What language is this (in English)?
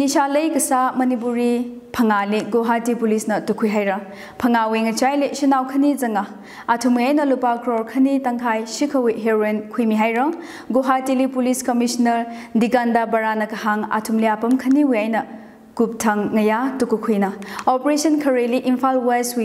Tangkhul Naga (India)